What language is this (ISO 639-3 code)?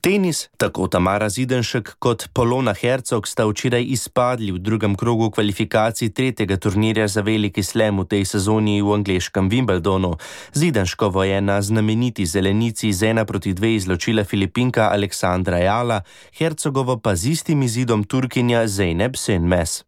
slv